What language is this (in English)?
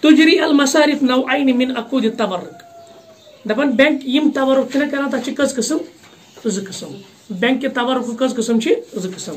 Kashmiri